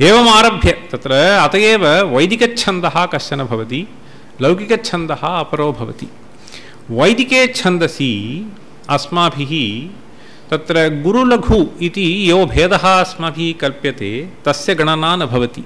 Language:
Sanskrit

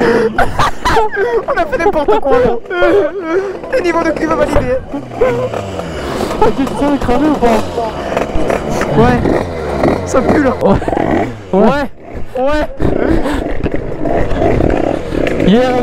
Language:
French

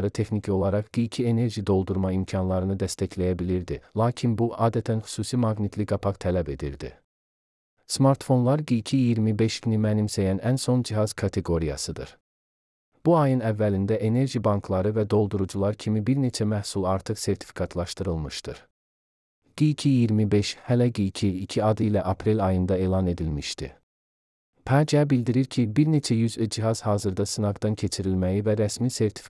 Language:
Azerbaijani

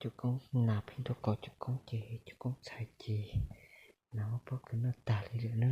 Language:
Hmong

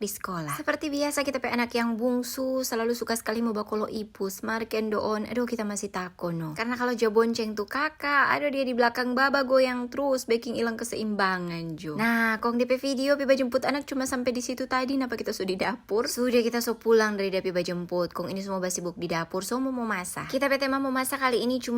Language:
Manado Malay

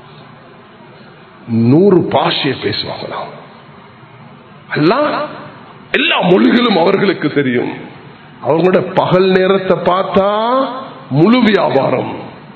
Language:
Tamil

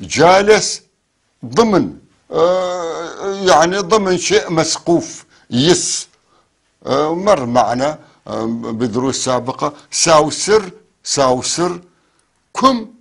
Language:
North Levantine Arabic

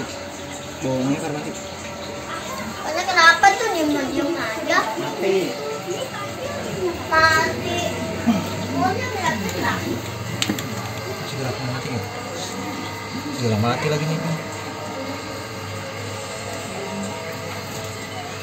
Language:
Indonesian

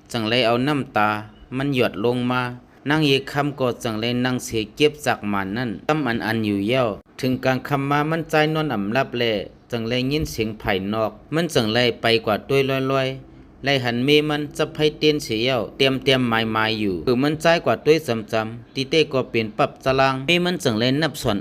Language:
Shan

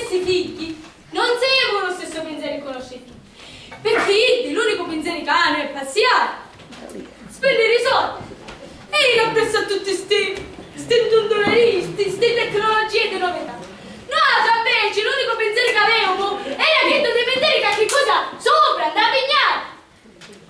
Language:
Sicilian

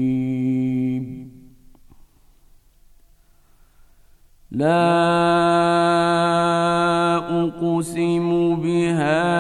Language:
Bosnian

